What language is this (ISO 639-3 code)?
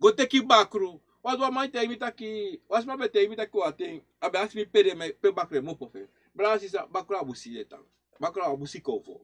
srn